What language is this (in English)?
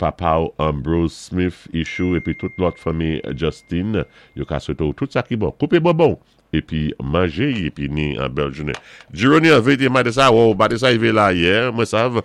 Saint Lucian Creole French